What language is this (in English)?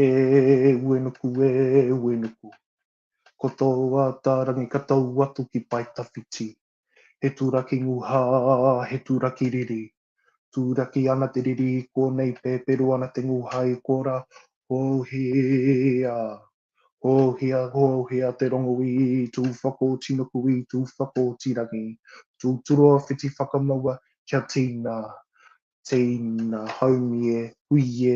Māori